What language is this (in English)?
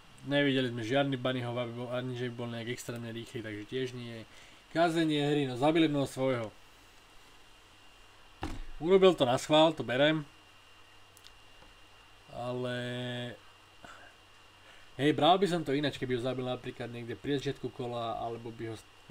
Slovak